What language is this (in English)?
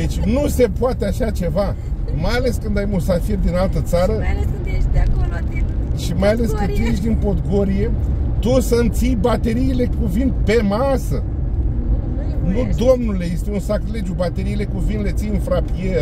Romanian